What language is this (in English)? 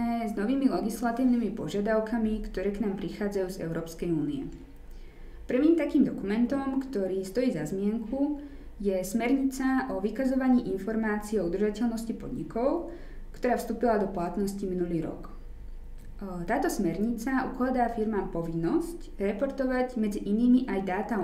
Slovak